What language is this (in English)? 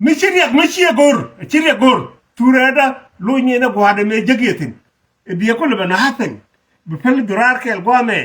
Nuer